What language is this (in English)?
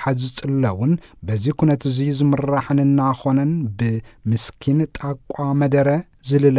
Tigrinya